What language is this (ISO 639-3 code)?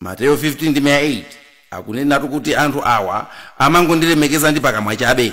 nya